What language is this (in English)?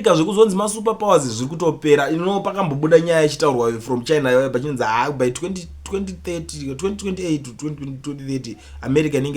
Shona